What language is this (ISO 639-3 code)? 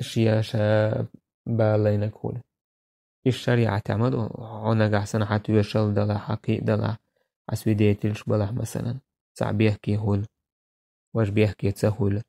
che